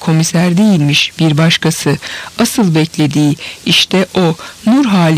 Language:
Turkish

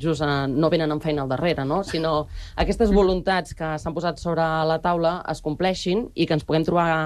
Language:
Catalan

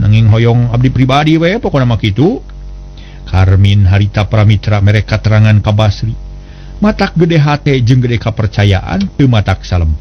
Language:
Sundanese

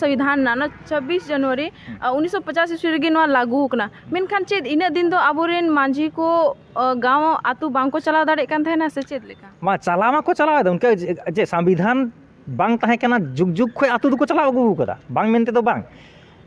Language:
Santali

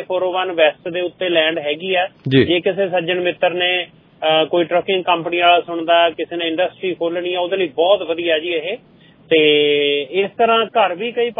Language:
Punjabi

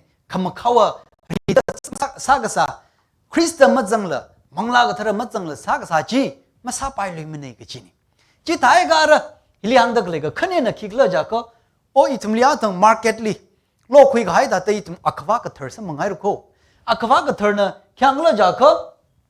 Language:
Tangkhul Naga (India)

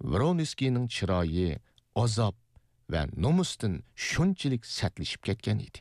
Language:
Uyghur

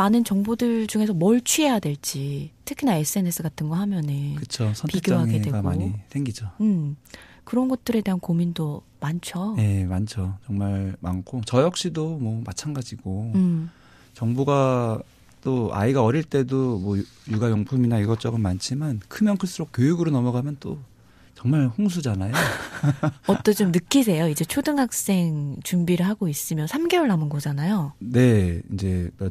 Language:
Korean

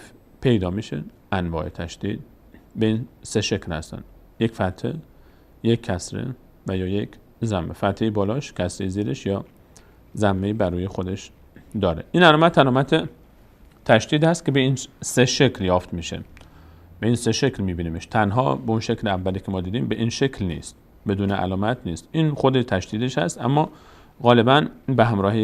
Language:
Persian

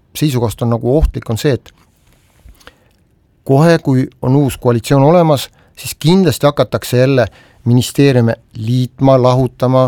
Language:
Estonian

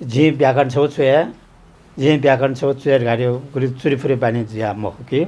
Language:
Newari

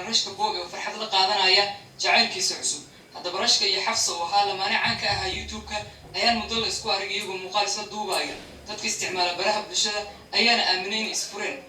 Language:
Somali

